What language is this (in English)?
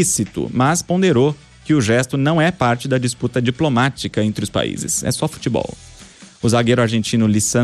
Portuguese